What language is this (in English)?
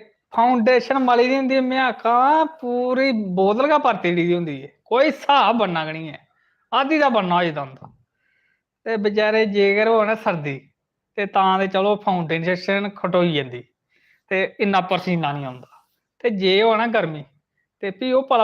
Dogri